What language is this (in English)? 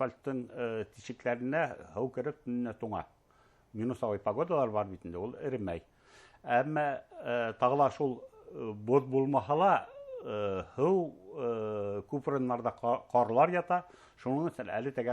Bashkir